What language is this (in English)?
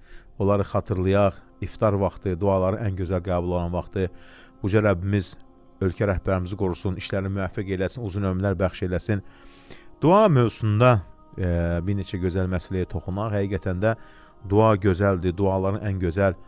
Azerbaijani